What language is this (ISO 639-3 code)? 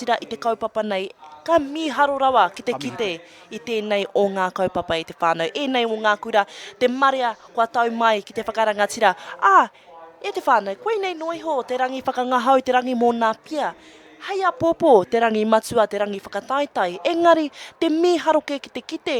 mri